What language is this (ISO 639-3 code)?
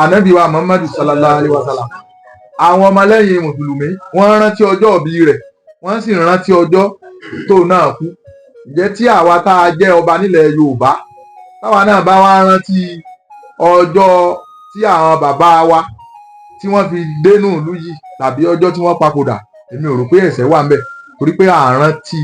yor